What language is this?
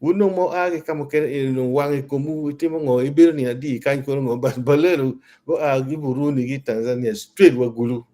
Acoli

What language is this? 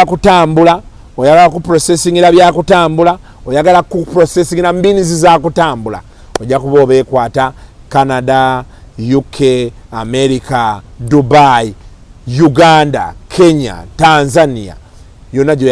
Ganda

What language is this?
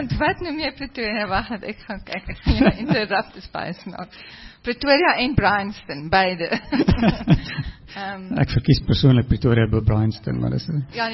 Afrikaans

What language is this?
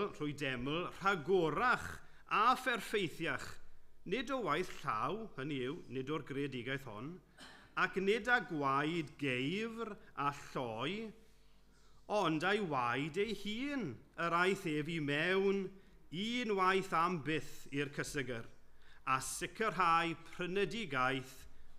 Welsh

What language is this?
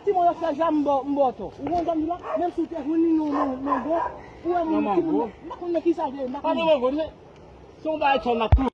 Haitian Creole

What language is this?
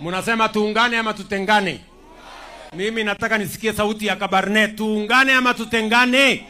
Swahili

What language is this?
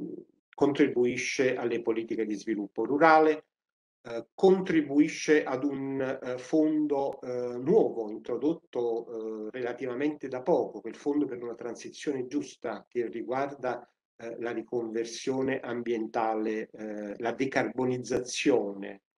Italian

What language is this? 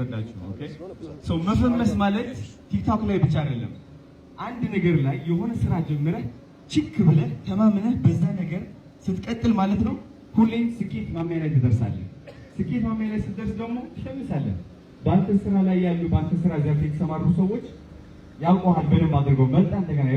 Amharic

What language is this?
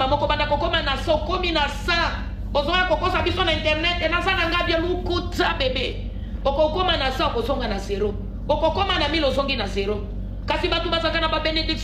Lingala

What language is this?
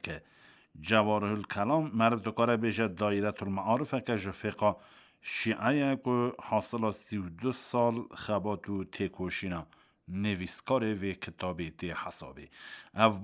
Kurdish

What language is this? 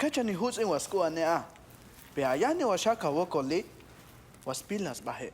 Tojolabal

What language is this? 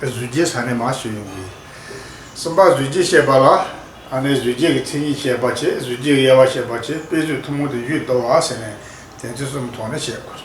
Tibetan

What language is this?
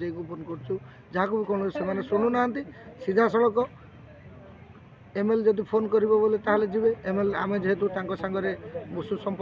Odia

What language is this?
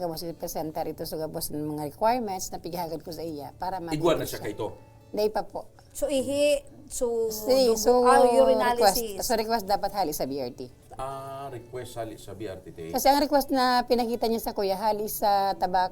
Bikol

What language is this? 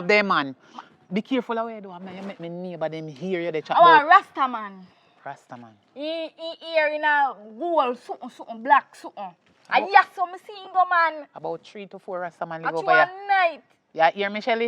Jamaican Creole English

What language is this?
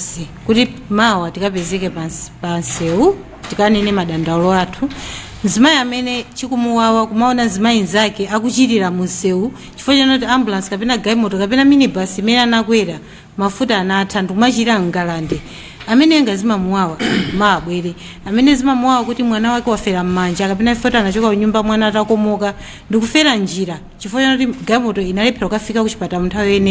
Nyanja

